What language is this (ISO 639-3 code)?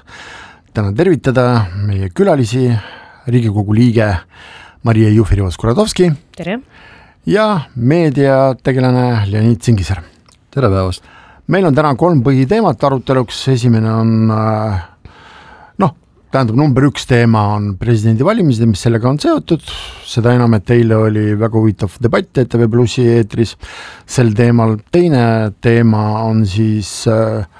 est